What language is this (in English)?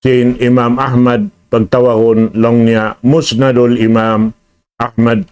Tausug